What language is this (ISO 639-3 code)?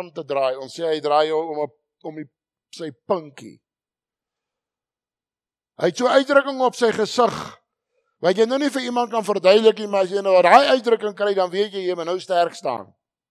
afr